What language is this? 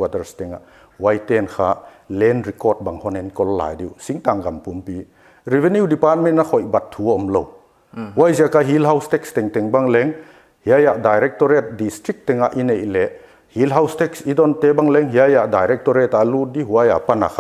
Paite Chin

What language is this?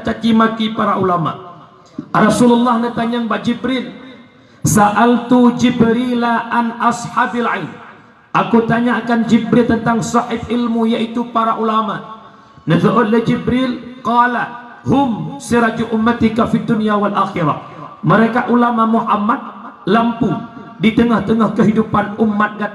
Achinese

